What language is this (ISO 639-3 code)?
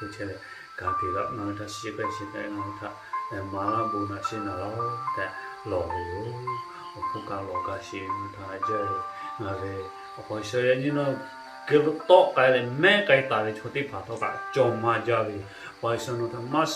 lhu